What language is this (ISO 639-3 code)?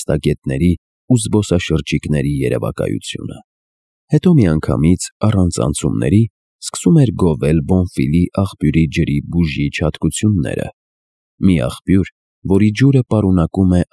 hye